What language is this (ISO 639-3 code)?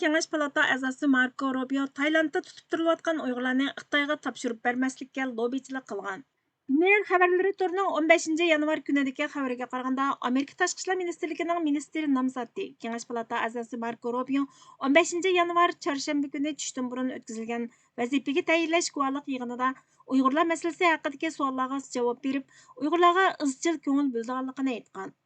uig